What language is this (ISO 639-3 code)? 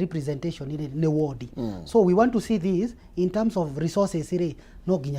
kik